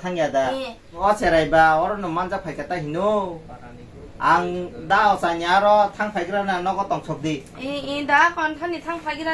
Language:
Kok Borok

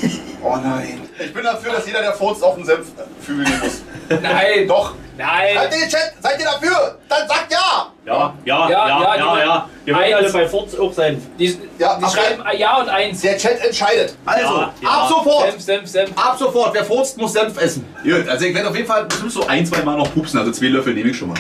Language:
German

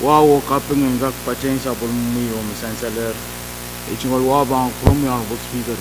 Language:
Pohnpeian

